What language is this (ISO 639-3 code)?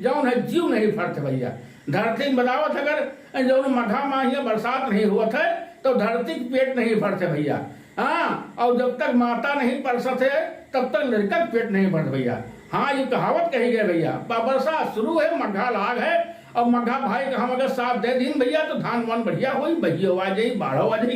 awa